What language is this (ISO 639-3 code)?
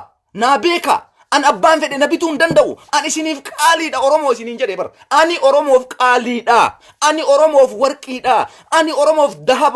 orm